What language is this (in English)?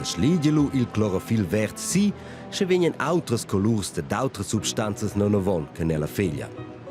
Romansh